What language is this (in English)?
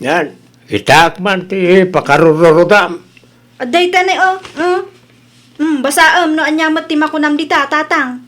Iloko